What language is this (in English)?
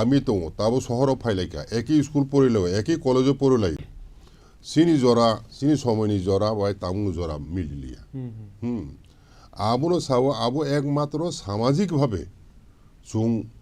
Kok Borok